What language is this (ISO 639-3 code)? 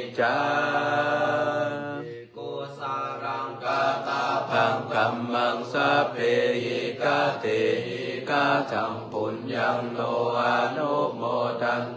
pli